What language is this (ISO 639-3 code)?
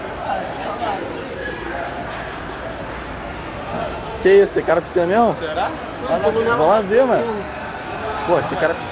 por